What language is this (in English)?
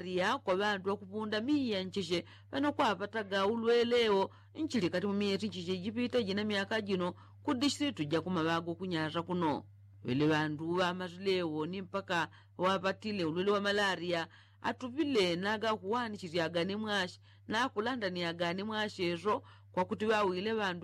Yao